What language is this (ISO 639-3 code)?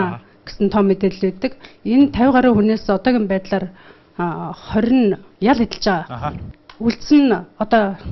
mon